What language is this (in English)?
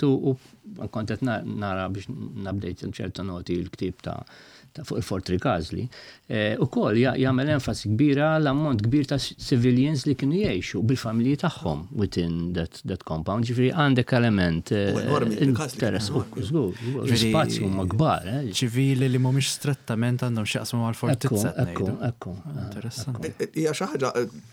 Maltese